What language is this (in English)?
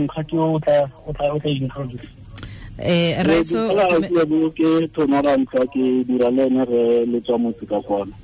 Tswana